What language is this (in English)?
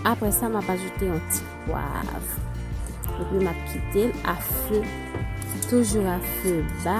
Haitian Creole